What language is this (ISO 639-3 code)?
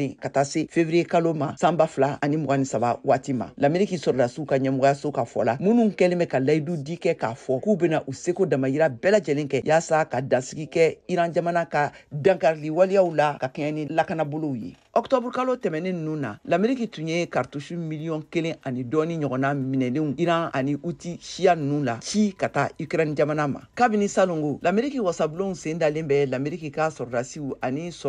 bam